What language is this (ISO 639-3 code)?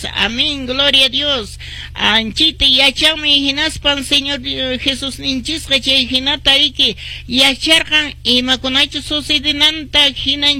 que